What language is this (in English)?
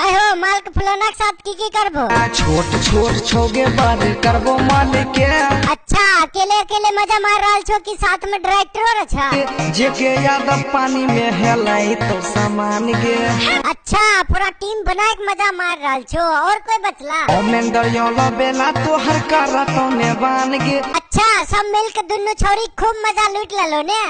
Maithili